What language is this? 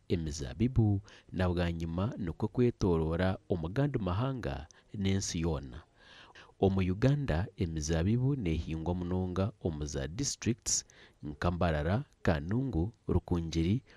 Nyankole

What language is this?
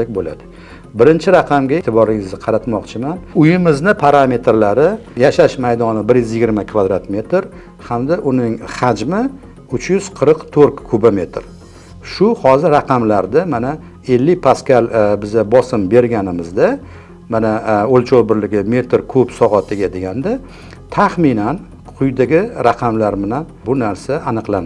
Uzbek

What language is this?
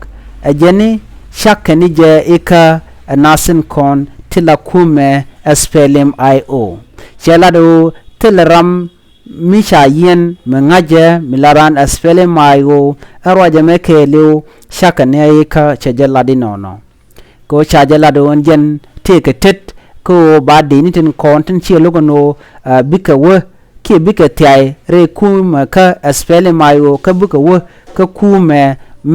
Nuer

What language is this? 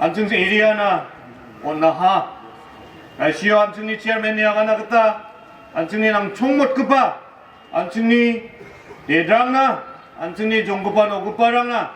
Garo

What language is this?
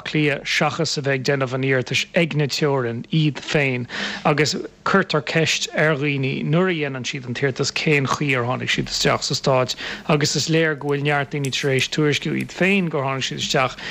Irish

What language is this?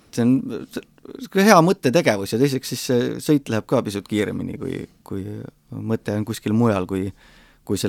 Estonian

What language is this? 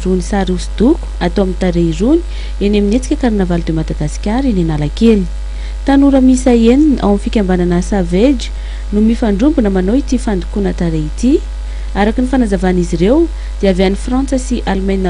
Malagasy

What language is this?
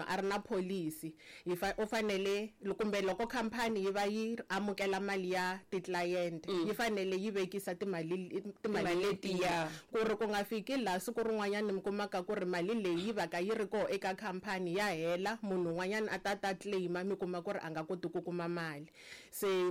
Tsonga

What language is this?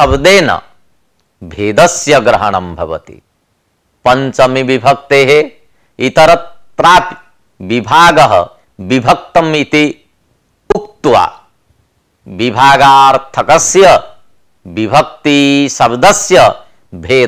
Sanskrit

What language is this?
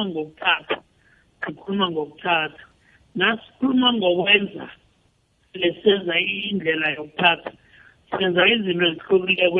South Ndebele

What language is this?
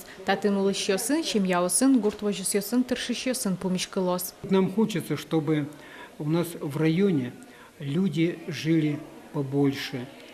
Udmurt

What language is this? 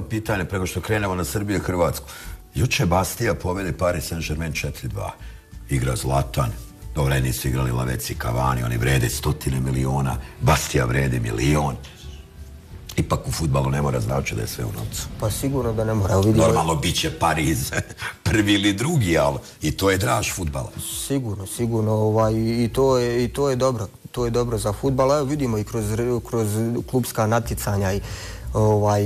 Bosnian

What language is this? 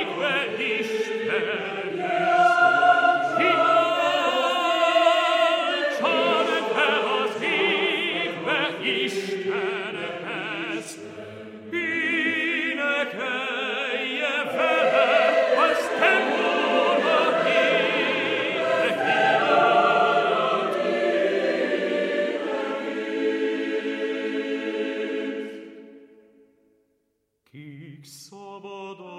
Hungarian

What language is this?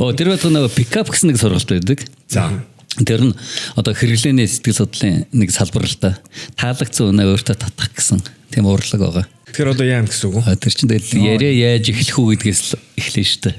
Mongolian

